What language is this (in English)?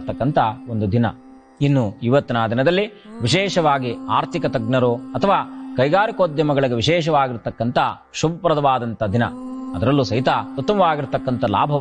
Kannada